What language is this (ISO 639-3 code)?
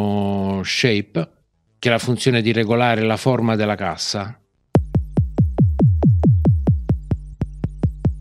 ita